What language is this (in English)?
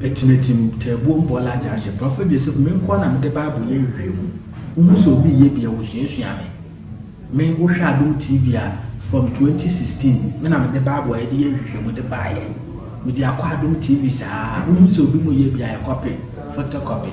Akan